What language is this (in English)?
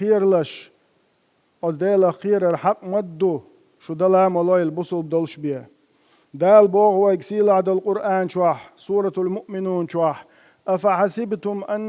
Chechen